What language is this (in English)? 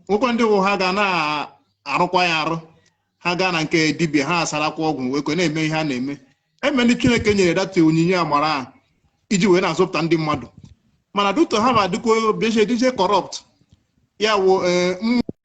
Igbo